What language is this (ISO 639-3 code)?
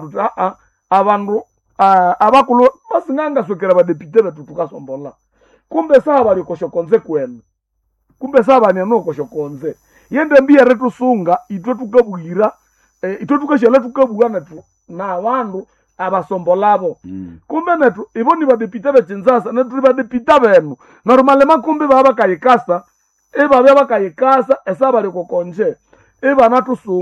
nnb